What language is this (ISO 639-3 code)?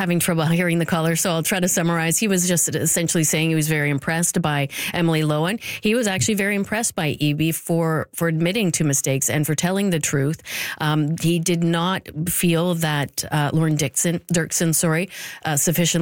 eng